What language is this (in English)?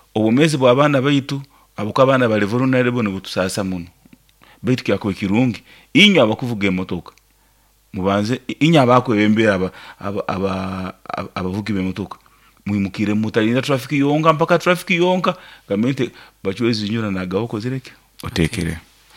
Nyoro